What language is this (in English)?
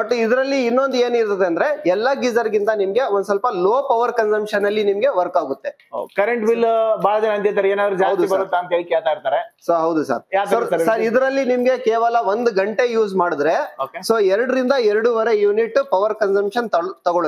Kannada